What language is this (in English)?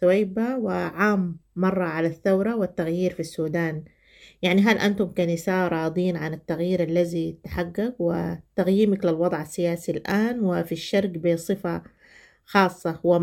Sudanese Arabic